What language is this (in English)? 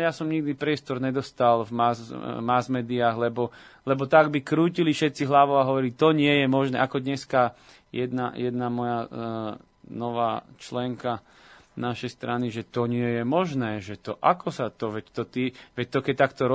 Slovak